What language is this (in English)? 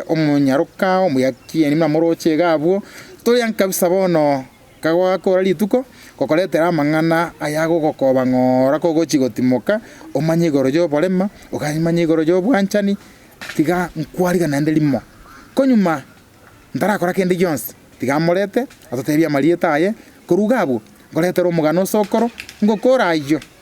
Gusii